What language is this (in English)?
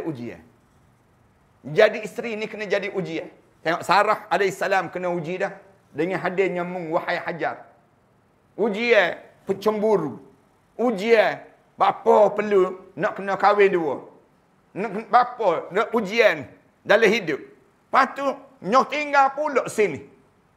Malay